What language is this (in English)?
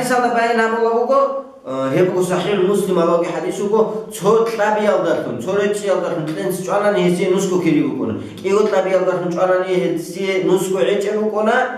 Avaric